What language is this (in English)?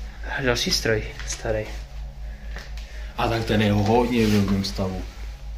Czech